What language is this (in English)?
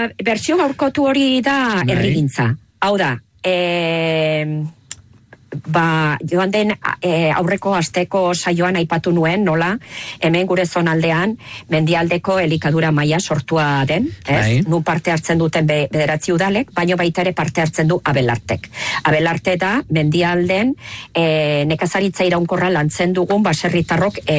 Basque